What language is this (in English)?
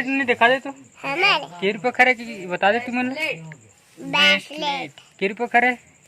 Chhattisgarhi